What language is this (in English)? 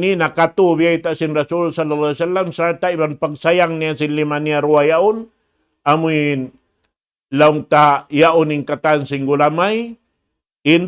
Tausug